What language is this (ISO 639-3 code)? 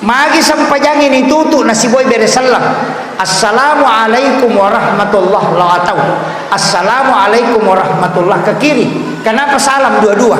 bug